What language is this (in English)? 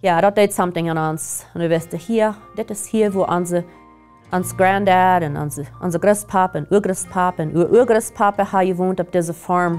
Plautdietsch